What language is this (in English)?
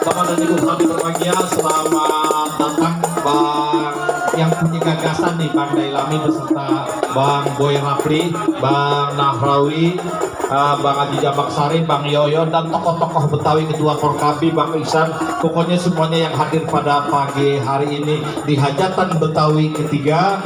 Betawi